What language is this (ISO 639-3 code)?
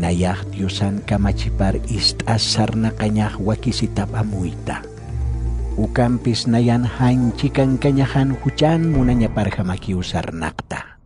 aym